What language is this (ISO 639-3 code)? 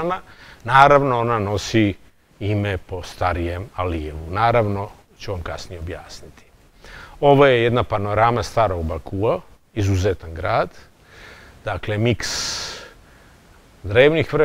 srp